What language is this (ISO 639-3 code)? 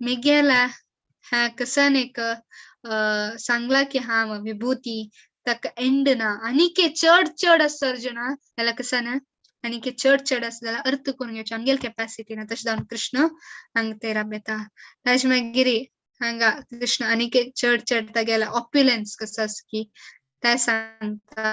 kok